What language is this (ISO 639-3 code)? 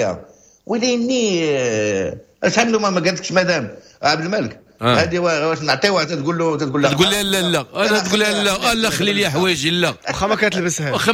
ary